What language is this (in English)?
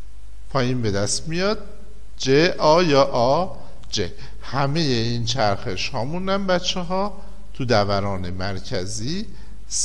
Persian